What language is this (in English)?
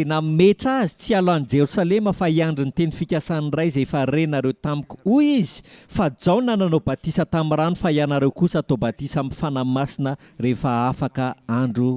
Malagasy